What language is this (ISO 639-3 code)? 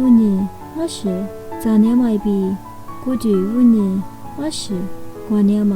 lis